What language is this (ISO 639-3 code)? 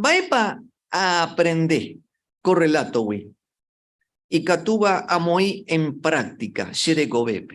grn